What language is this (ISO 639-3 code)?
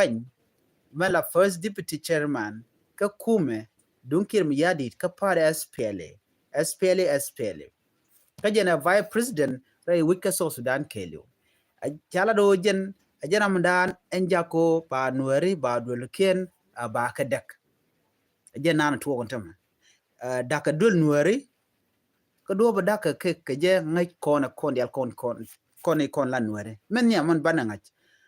nus